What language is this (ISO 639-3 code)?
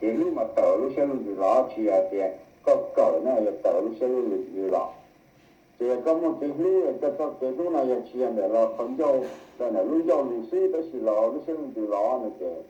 hmn